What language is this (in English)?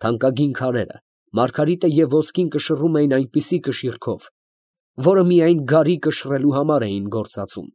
Armenian